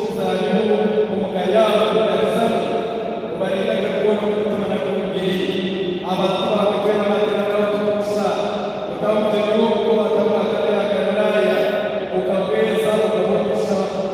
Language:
Nyankole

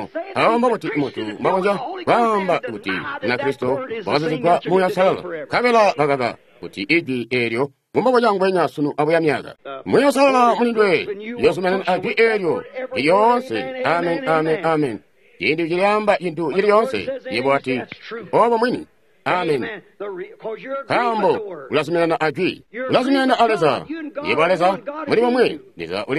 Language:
Tonga (Zambia)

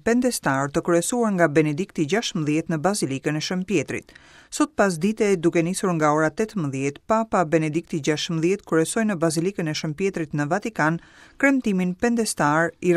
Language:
Albanian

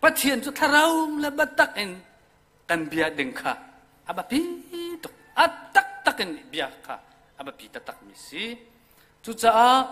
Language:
Hakha Chin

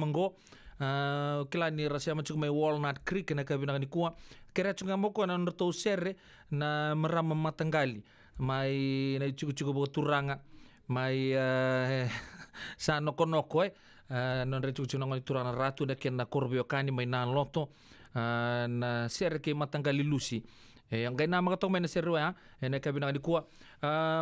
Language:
Fijian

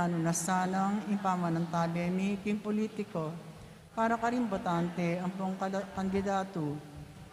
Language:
Pampanga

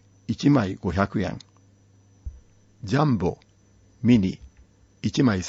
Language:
Japanese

